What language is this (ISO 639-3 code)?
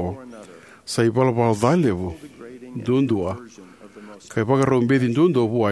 fij